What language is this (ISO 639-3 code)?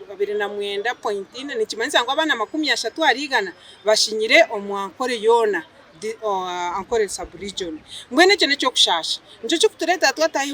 nyn